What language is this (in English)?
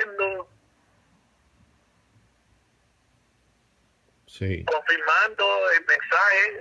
Spanish